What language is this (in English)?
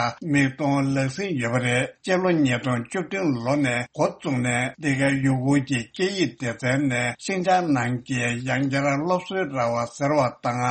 Tibetan